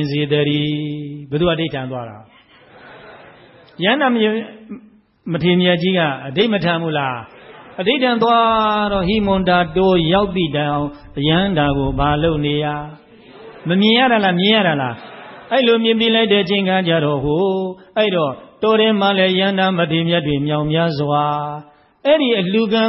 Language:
Burmese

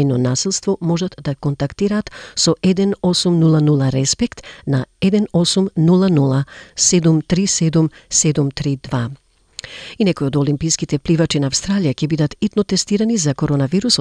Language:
Macedonian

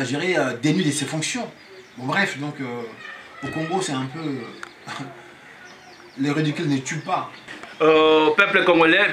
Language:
French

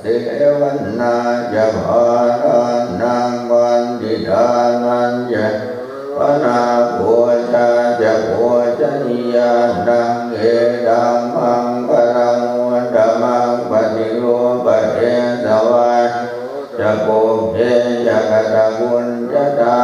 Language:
Pali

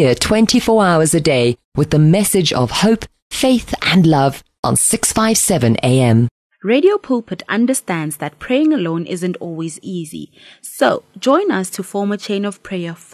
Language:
English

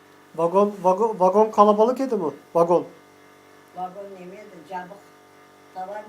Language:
Crimean Tatar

